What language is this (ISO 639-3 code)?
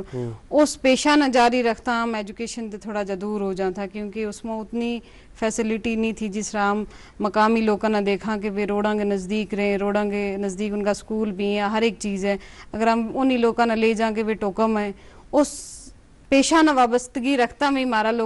gju